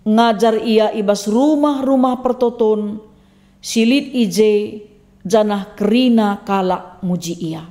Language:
Batak Karo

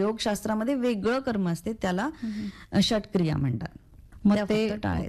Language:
Marathi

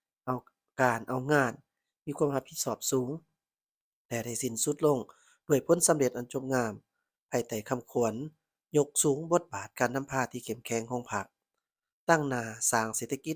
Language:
Lao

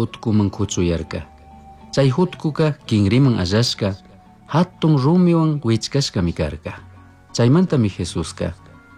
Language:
Chimborazo Highland Quichua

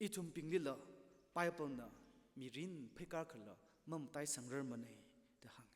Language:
Tangkhul Naga (India)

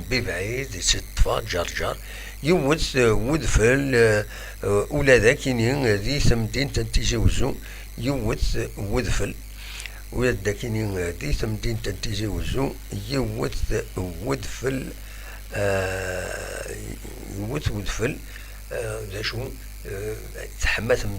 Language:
Kabyle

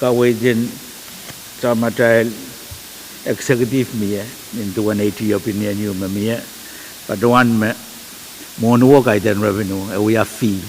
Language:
Pohnpeian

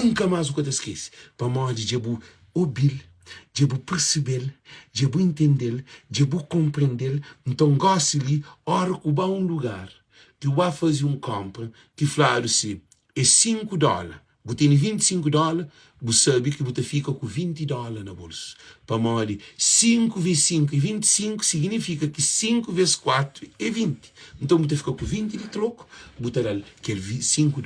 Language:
Kabuverdianu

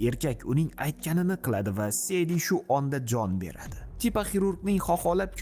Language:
Uzbek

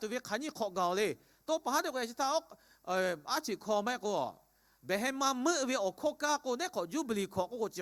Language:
Lahu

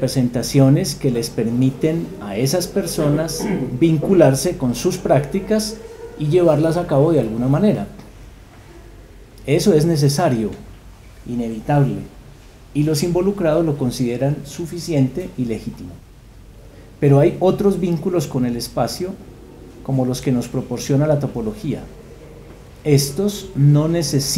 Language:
Spanish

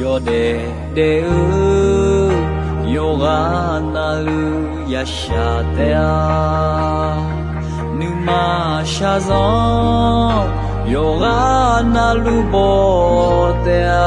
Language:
Akha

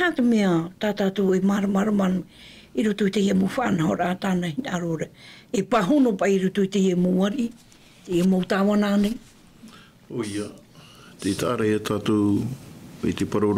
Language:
Tahitian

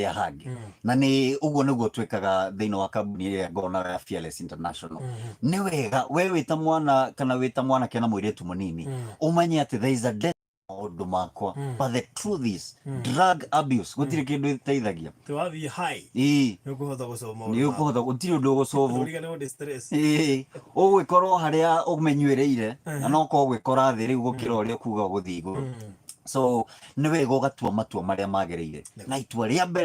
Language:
Kikuyu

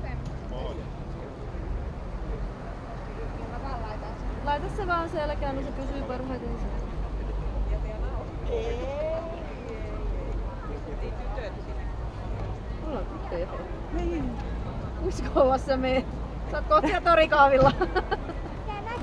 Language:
Finnish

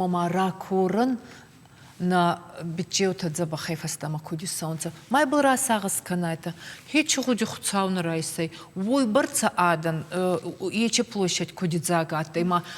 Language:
Ossetic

